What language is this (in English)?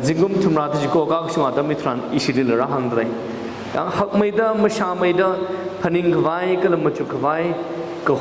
Tangkhul Naga (India)